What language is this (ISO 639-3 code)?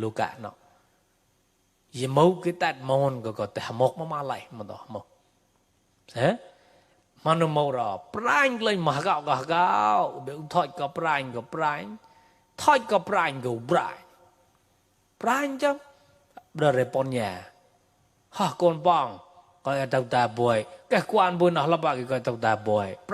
mnw